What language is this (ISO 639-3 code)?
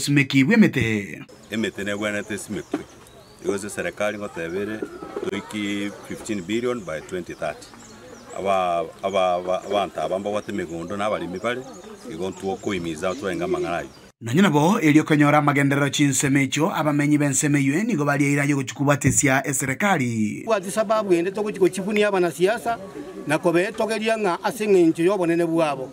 guz